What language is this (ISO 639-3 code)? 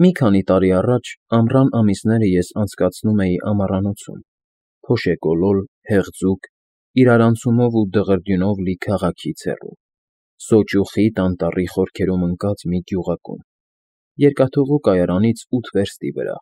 hye